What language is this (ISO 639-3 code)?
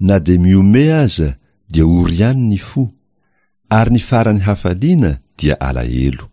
mlg